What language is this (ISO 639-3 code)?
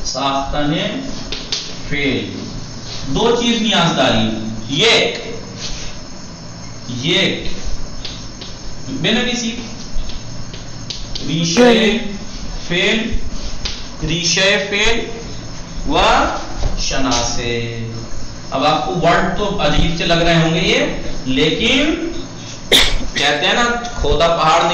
urd